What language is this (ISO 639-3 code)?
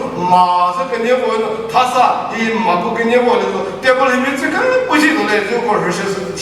nri